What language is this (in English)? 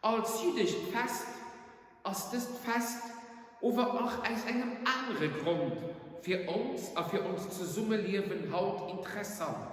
Luxembourgish